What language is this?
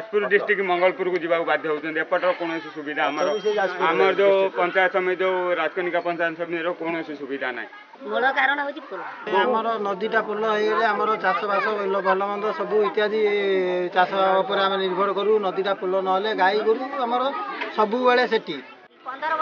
Odia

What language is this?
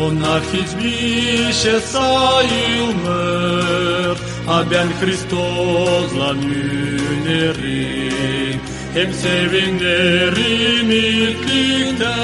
Gagauz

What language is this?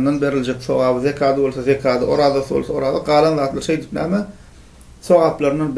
Turkmen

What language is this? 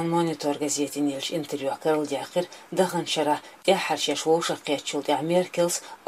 Chechen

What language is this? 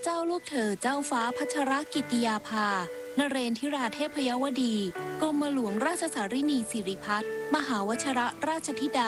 Thai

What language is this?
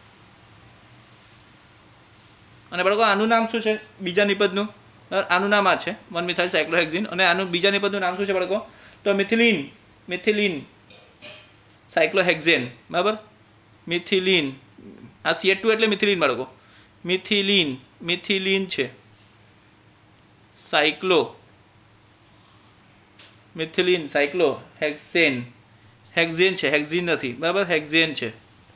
Gujarati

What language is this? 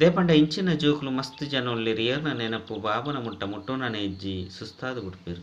Tulu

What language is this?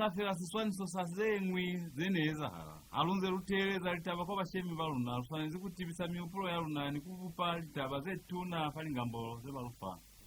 Lozi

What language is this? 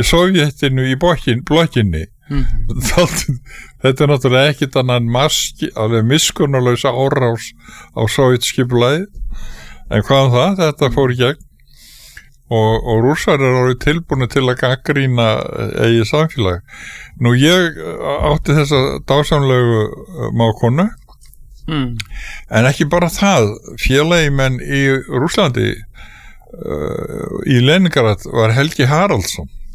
Icelandic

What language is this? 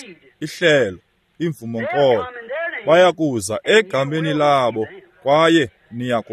Xhosa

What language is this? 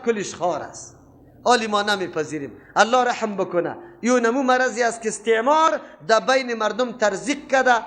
Persian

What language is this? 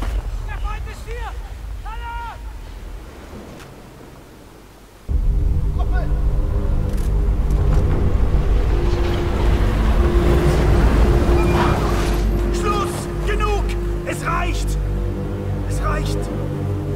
German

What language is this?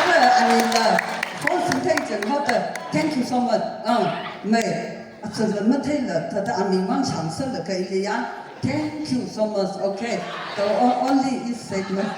Tangkhul Naga (India)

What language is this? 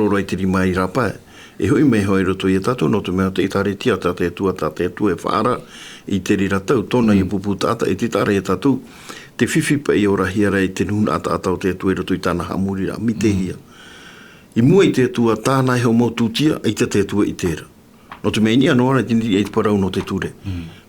Tahitian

